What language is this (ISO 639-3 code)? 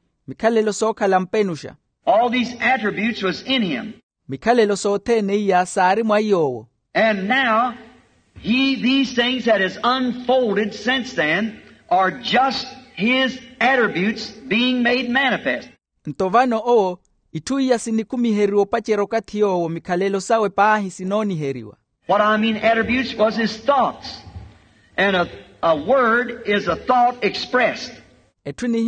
vmw